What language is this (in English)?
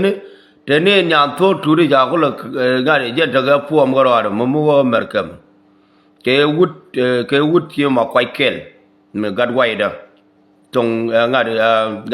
Nuer